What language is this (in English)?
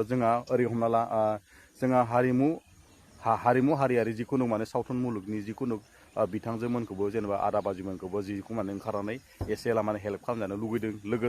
Bodo